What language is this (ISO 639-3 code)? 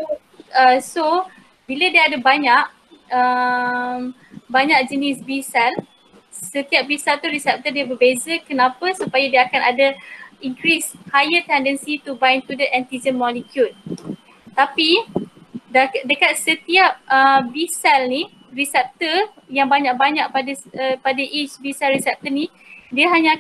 msa